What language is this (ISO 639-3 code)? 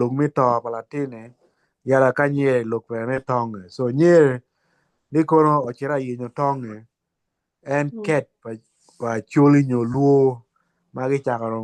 ach